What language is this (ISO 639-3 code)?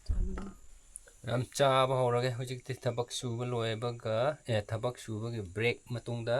mni